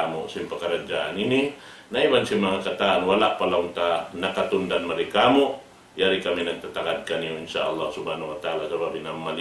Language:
Tausug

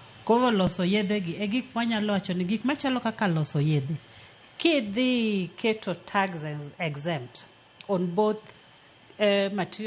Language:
Luo (Kenya and Tanzania)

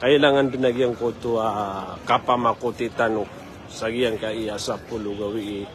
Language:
Maranao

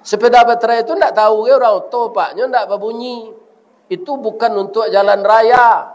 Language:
Minangkabau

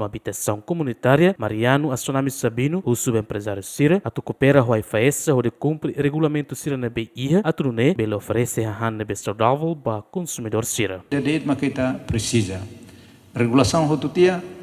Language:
Tetum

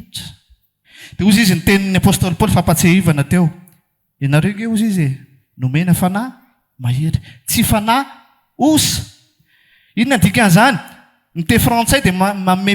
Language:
Malagasy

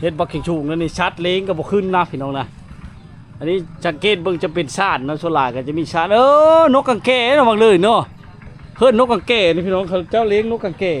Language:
Lao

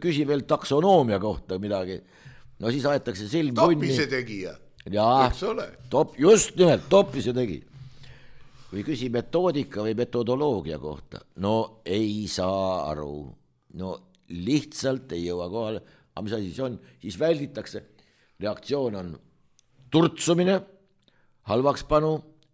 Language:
Estonian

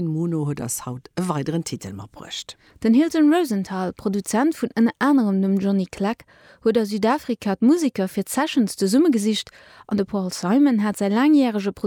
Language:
Luxembourgish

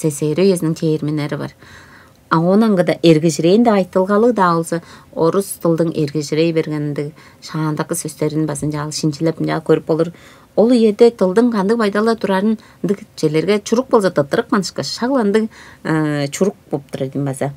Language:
Tuvinian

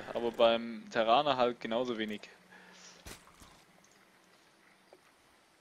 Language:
German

